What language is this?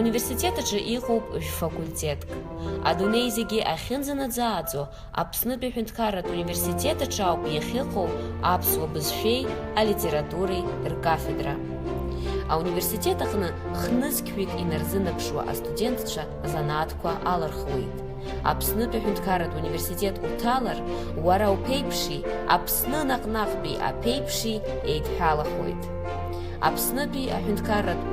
Abkhazian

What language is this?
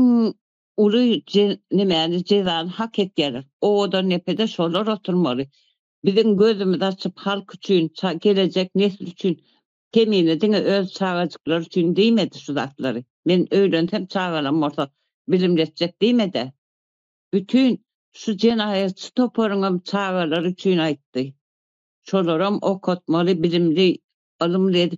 Turkmen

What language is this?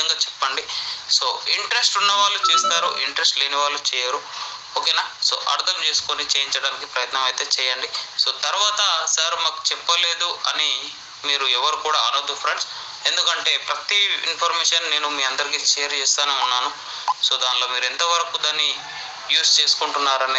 Telugu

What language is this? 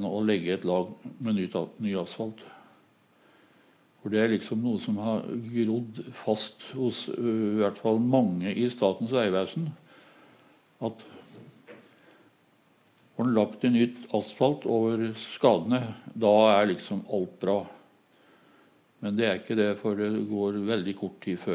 Norwegian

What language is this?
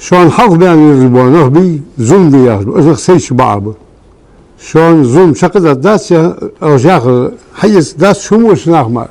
Ingush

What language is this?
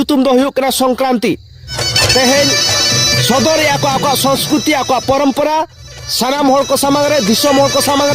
Santali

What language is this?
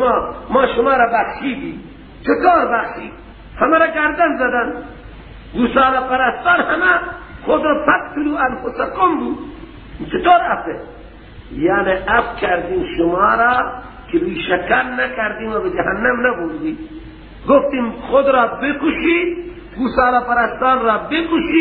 Persian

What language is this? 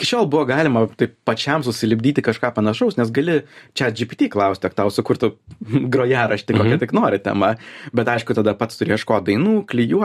Lithuanian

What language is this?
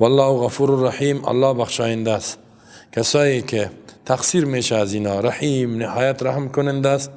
Persian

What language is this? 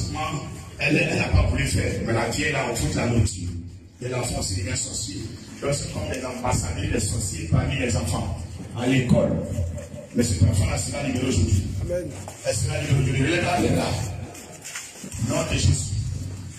French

